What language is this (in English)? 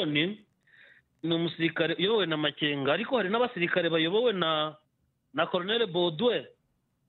Kinyarwanda